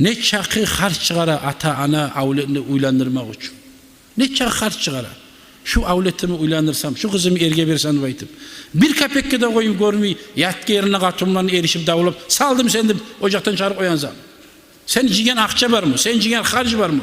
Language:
Kumyk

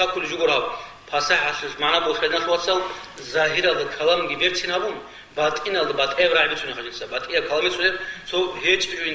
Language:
Avaric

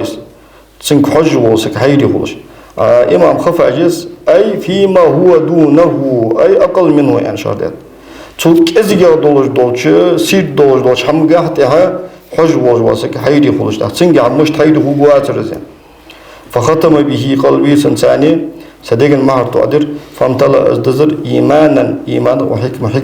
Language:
Ingush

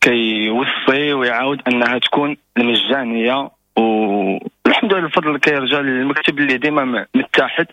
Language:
Moroccan Arabic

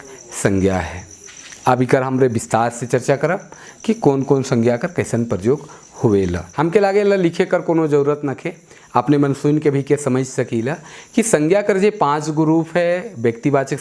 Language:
Sadri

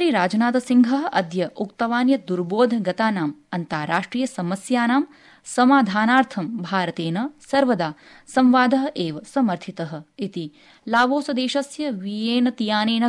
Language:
Sanskrit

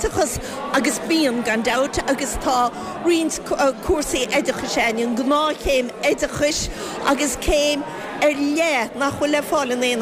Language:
Irish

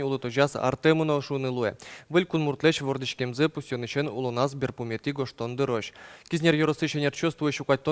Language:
Udmurt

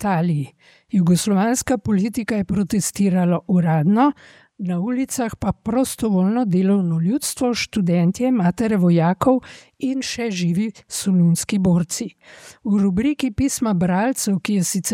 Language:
Slovenian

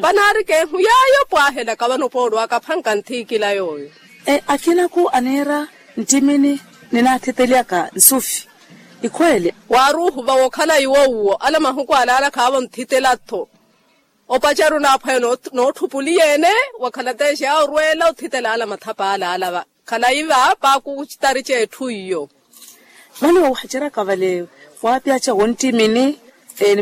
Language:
Makhuwa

